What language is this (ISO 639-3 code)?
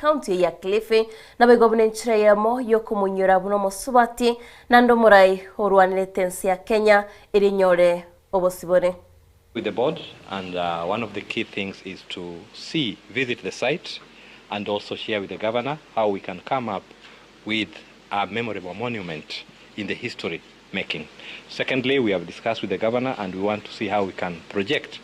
guz